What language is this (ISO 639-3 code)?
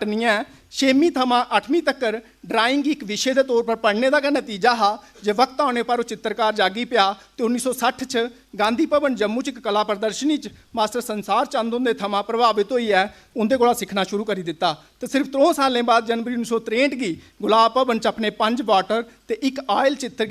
doi